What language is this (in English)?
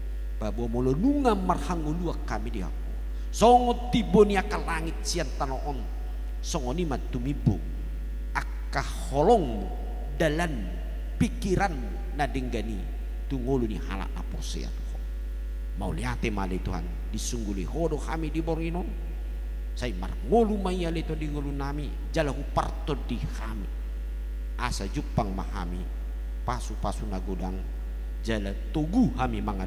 Batak Toba